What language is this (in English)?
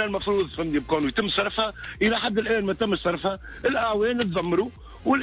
Tunisian Arabic